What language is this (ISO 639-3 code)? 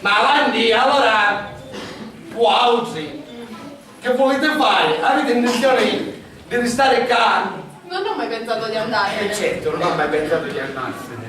scn